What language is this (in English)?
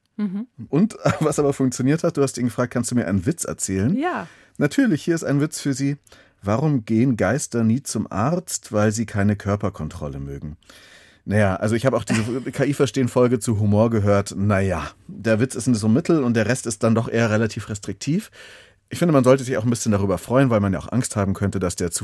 German